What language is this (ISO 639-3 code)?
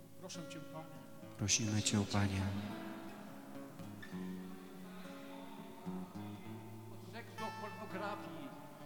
pol